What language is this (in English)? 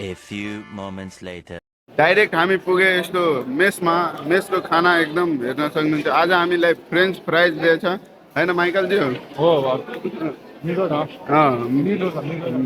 Nepali